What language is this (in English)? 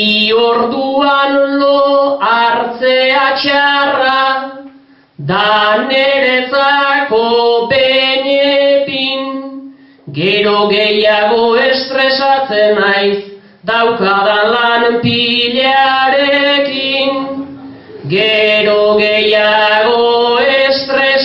Basque